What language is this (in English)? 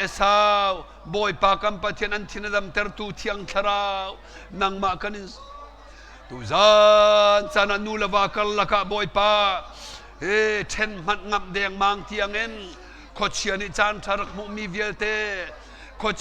Hakha Chin